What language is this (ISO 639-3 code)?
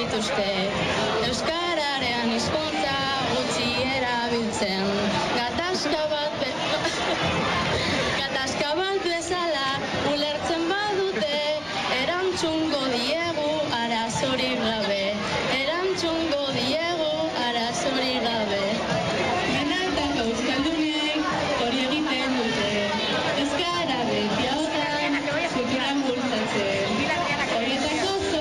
eus